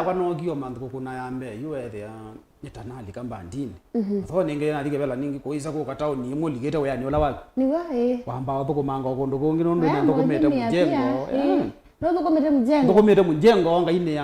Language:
Kamba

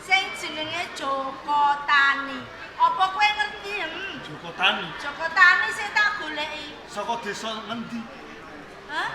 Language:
Javanese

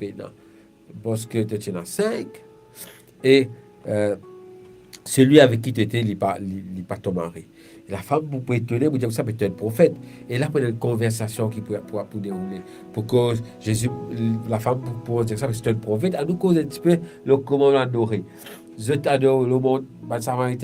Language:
Morisyen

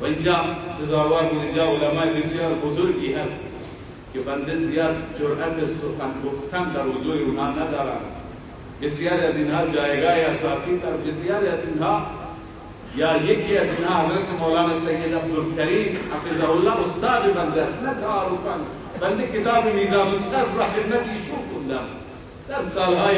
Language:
Persian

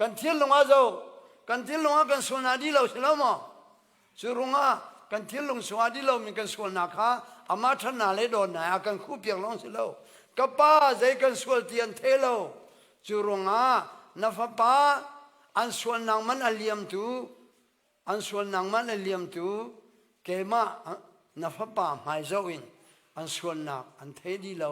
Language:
Hakha Chin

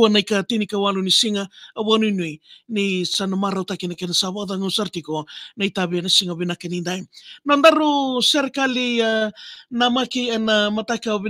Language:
Fijian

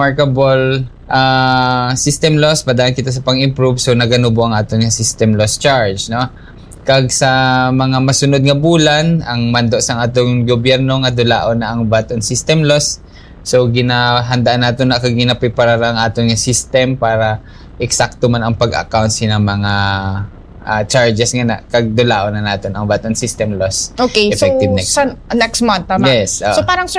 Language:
Hiligaynon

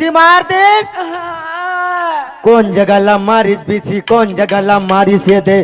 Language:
Chhattisgarhi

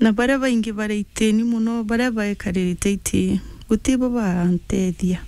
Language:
Meru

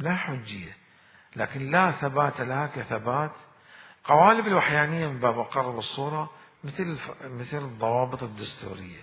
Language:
Mesopotamian Arabic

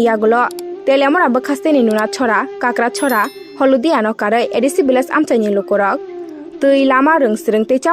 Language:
Kok Borok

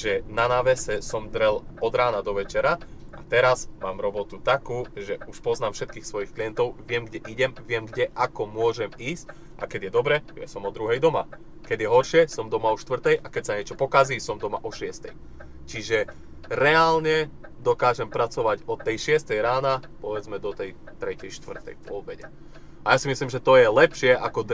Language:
Slovak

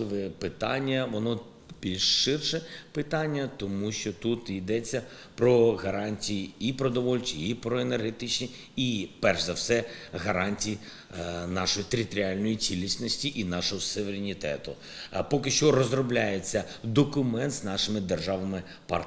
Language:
Ukrainian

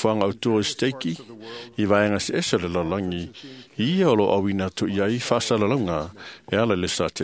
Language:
Samoan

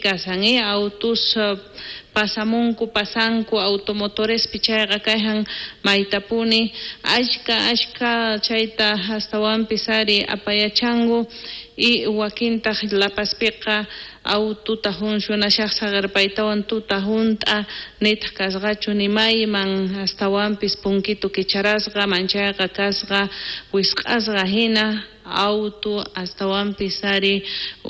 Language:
South Bolivian Quechua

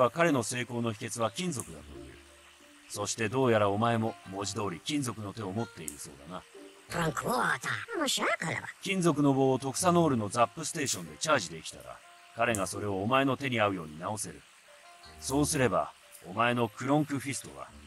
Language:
Japanese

